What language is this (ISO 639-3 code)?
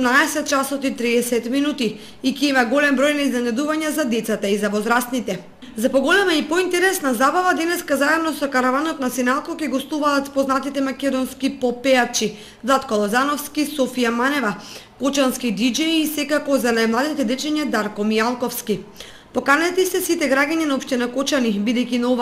mkd